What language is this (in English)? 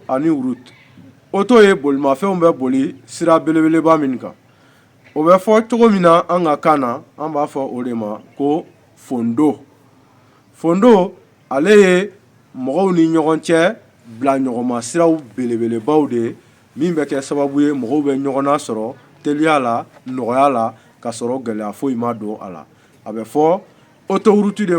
Bambara